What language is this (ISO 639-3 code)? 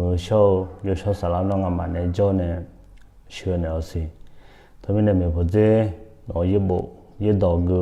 ahk